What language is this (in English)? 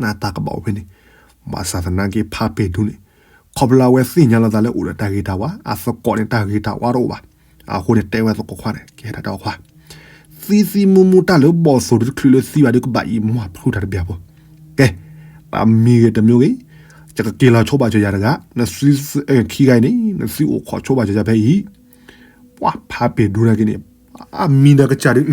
S'gaw Karen